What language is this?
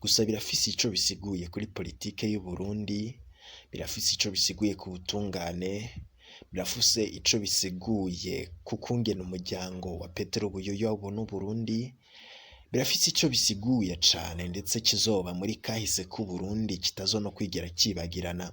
Rundi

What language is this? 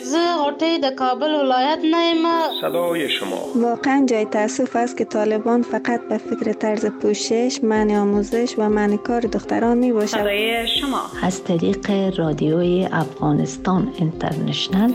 Persian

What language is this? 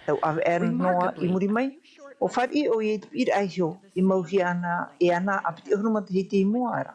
Tahitian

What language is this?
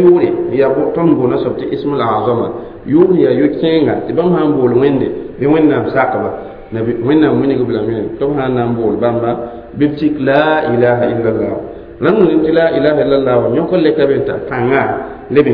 Mossi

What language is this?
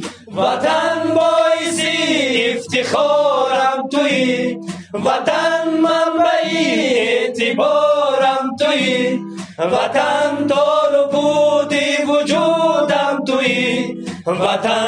Tajik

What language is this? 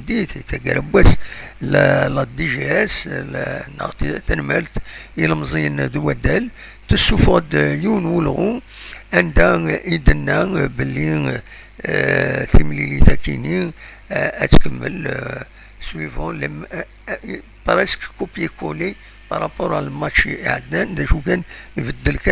Kabyle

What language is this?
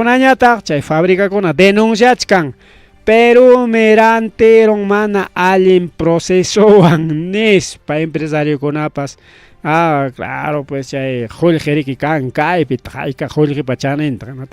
Ayacucho Quechua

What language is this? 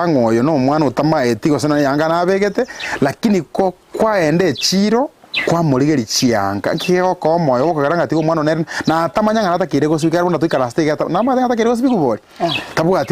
Gusii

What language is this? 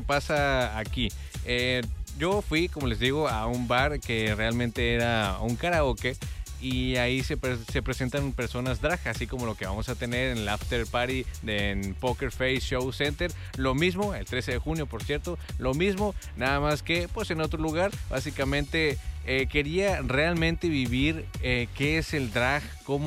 Spanish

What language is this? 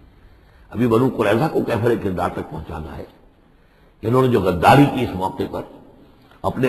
Urdu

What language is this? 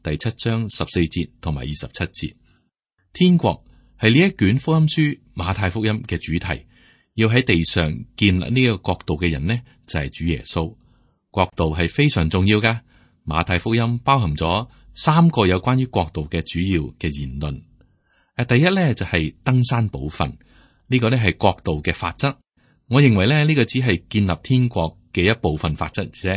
Cantonese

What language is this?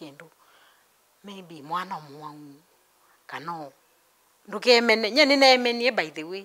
Kamba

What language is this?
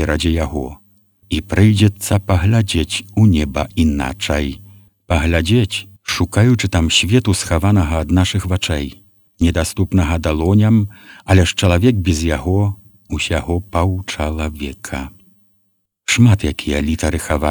Belarusian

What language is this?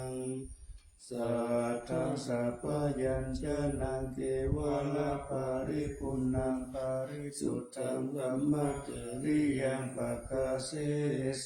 Pali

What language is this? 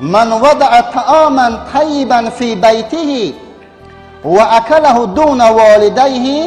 Tajik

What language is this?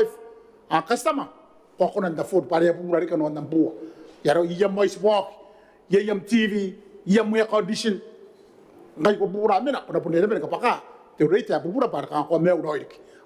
Gilbertese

